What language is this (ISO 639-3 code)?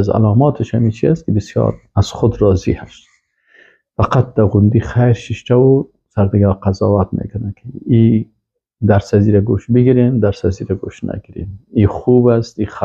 fas